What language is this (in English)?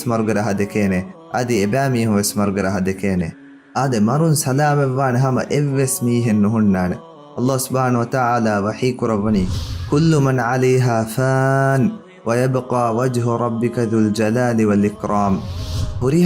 Divehi